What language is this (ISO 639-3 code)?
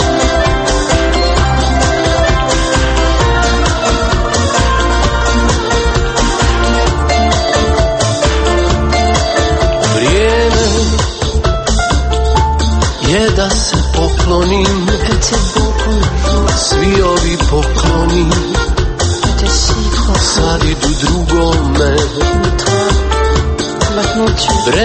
srp